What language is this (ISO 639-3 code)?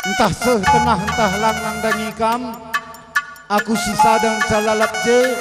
btx